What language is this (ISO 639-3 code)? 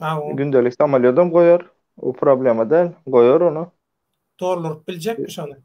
tuk